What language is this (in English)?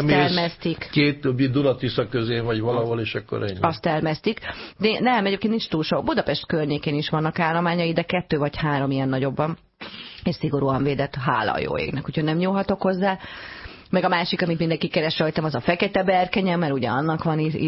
Hungarian